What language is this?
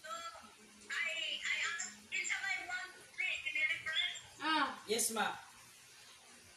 Filipino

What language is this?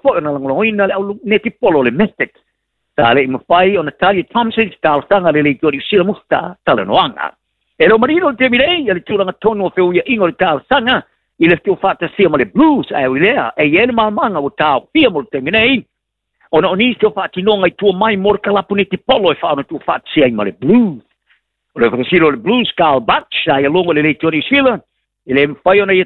Samoan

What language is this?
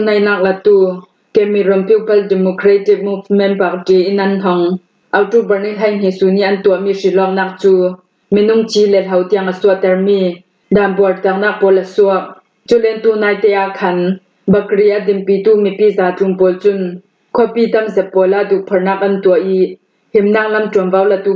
Falam Chin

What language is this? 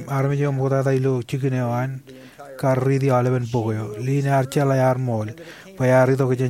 Marshallese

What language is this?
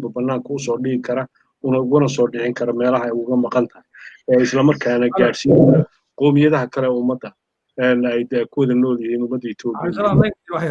Somali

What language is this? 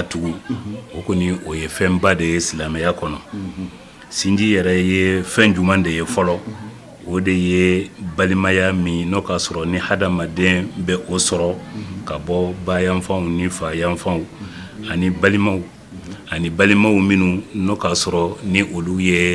Bambara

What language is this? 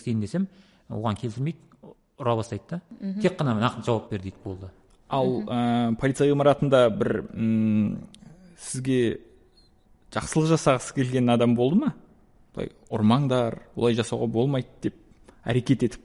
Kazakh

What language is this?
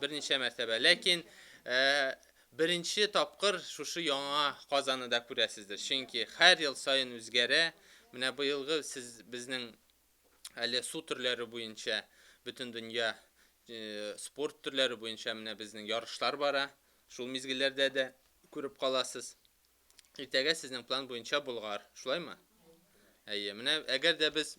Tatar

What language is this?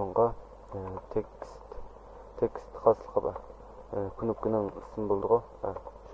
Uyghur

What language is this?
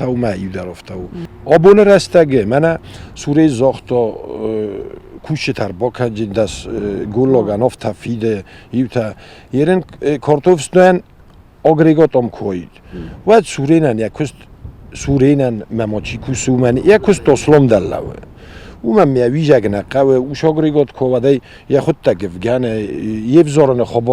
Ossetic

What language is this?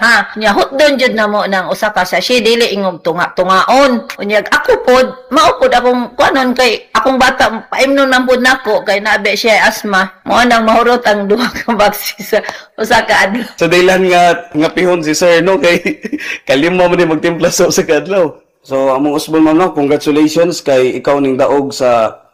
Cebuano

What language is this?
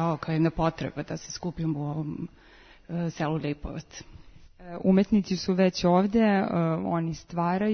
Serbian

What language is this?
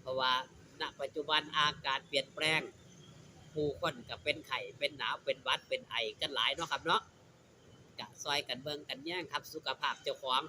Lao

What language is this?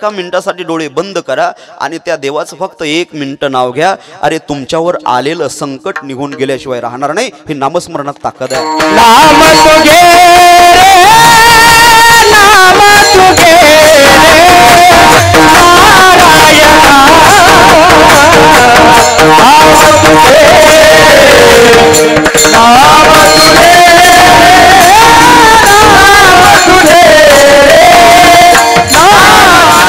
Marathi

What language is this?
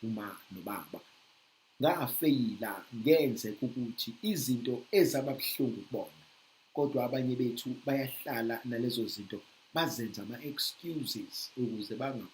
Zulu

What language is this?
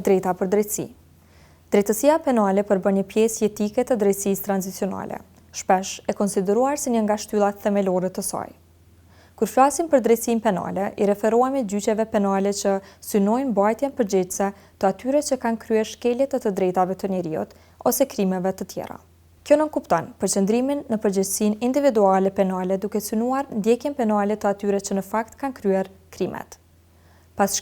Albanian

